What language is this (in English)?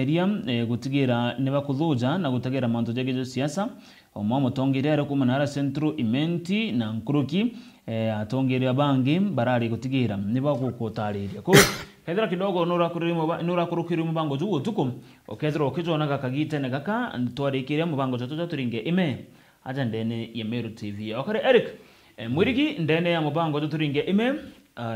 Meru